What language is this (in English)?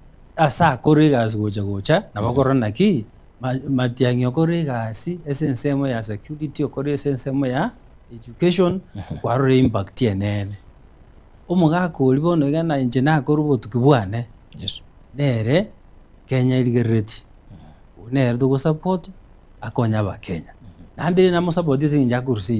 Gusii